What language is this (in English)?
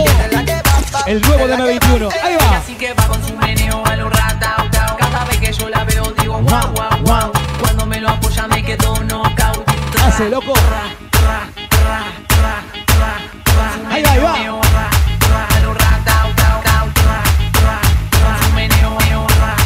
Spanish